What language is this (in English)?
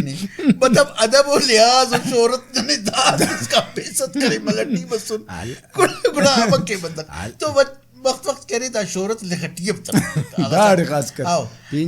Brahui